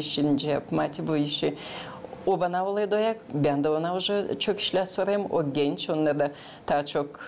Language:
Gagauz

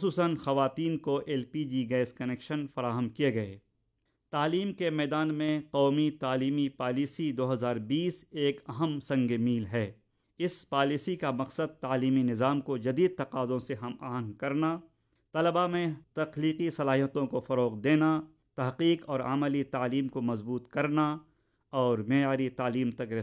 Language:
Urdu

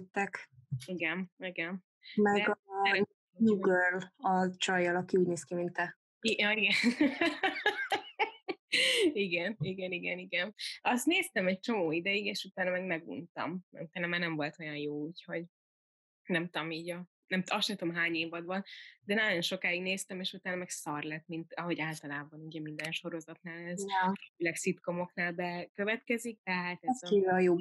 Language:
Hungarian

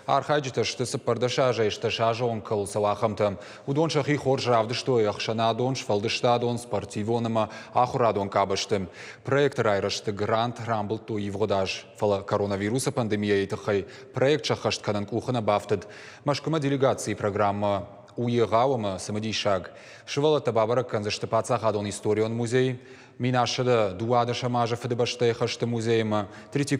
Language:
Ossetic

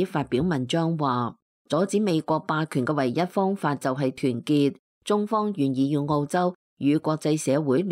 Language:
Cantonese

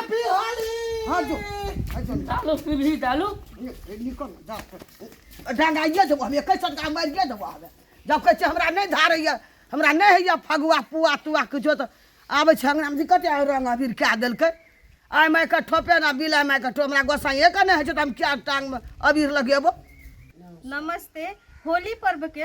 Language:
Maithili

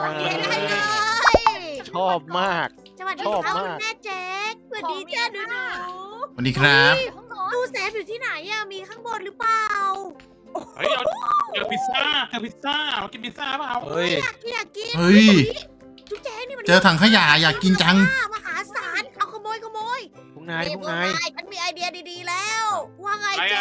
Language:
Thai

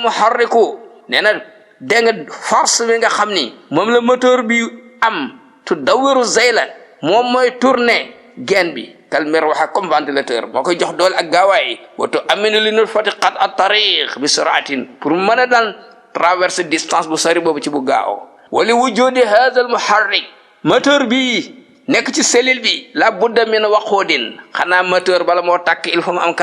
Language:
Wolof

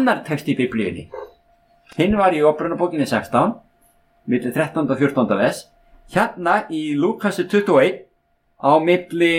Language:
Icelandic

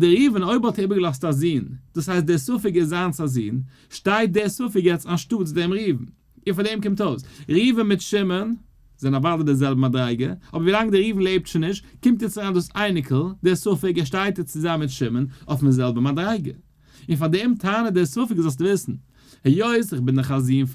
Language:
Yiddish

